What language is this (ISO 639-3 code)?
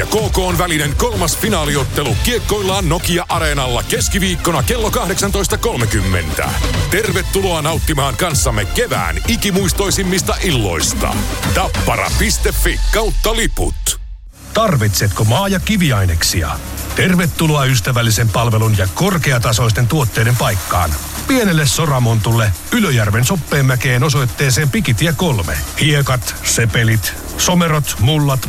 fin